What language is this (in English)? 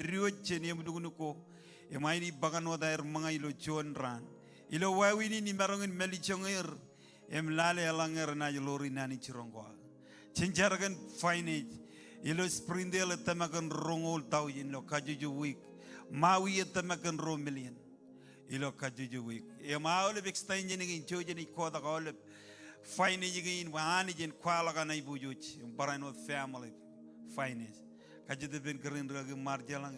Marshallese